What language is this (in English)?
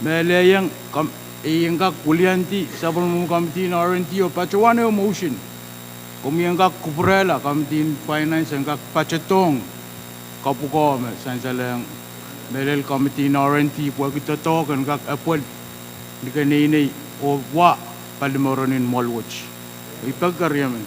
Pohnpeian